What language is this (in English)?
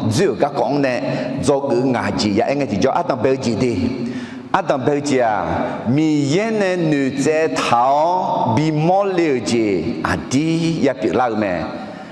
Akha